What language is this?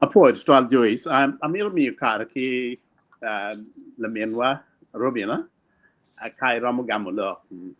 Acoli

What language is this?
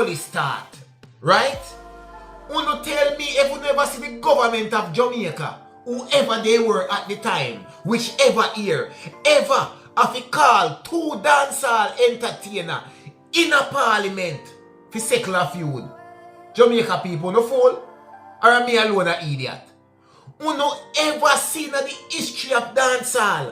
Jamaican Creole English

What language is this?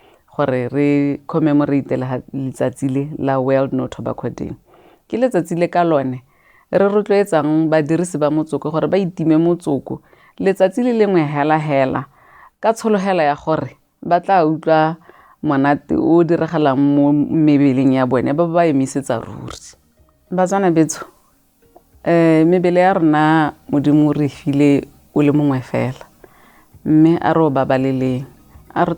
Tswana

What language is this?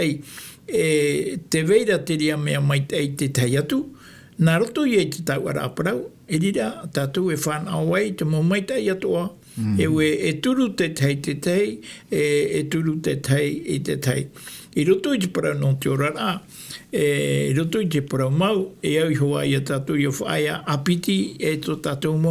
Tahitian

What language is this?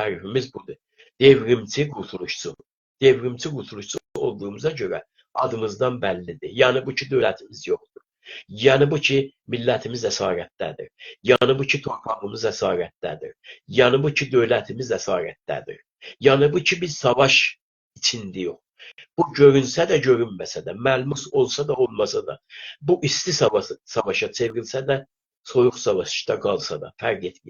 South Azerbaijani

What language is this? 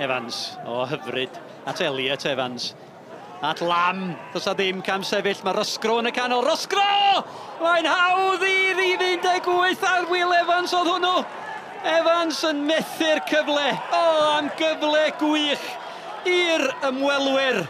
Welsh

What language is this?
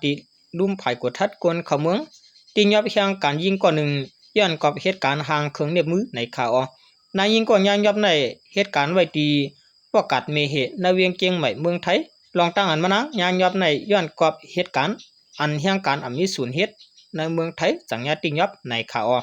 Shan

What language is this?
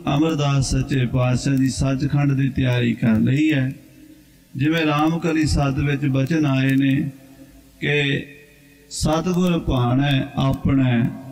Punjabi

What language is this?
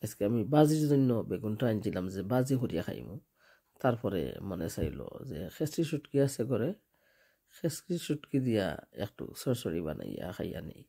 Sylheti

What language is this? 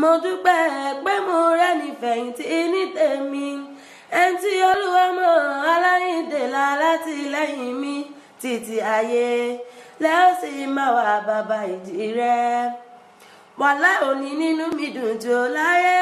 Yoruba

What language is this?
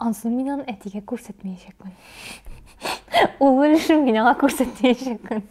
Tatar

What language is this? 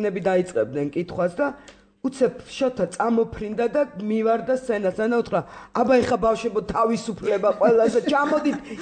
Georgian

